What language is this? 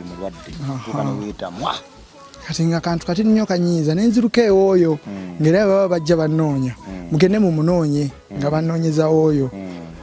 Ganda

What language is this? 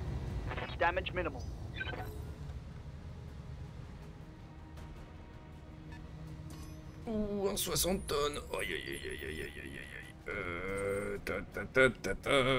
French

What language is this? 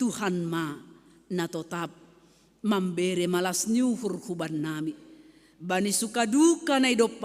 Batak Simalungun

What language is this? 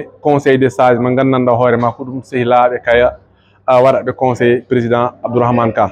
Fula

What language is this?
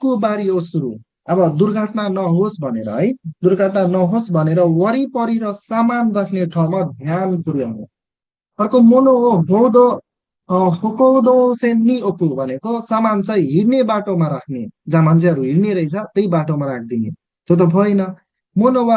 Nepali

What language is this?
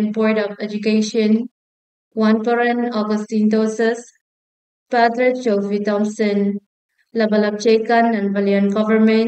Pohnpeian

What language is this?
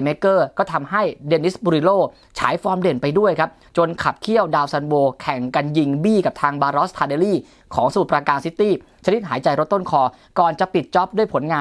Thai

